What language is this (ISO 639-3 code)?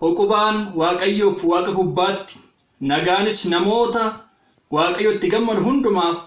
orm